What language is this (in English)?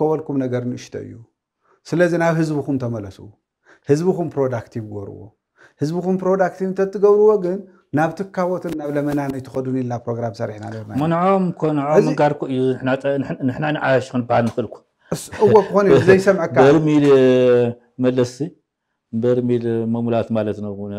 Tigrinya